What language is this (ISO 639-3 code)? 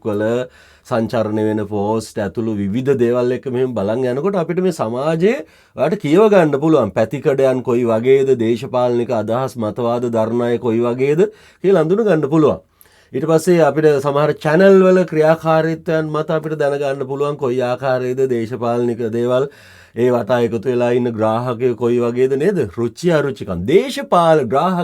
sin